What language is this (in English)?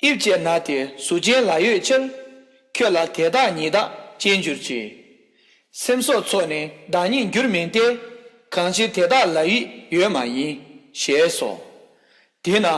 Tibetan